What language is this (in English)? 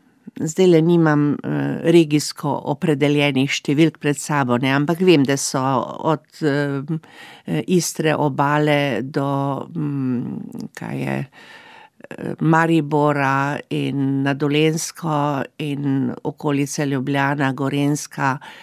Slovenian